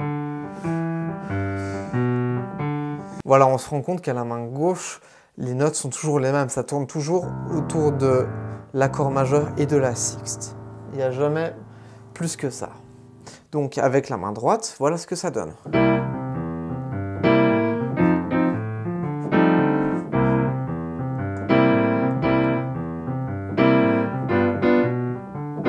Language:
French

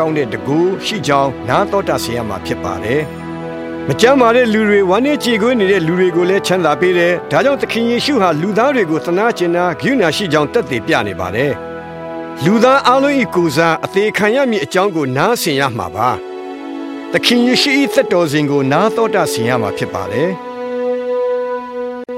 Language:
Burmese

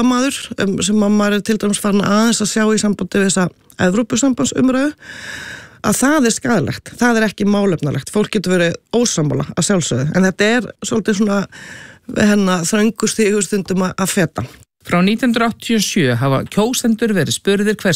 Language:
Icelandic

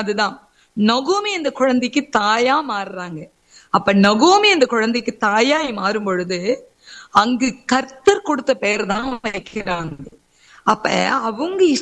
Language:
Tamil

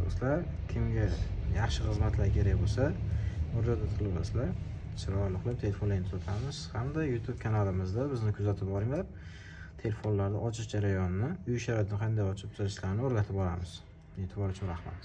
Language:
Uzbek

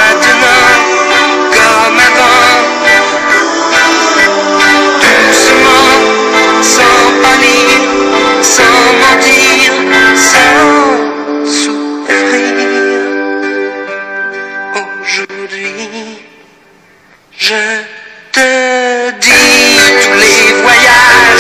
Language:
French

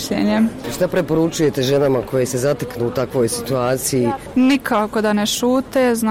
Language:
Bosnian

